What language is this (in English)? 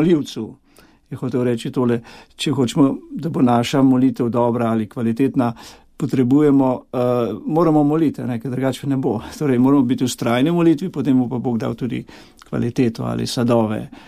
Slovenian